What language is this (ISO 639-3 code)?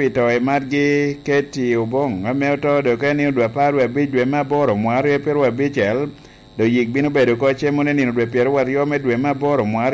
laj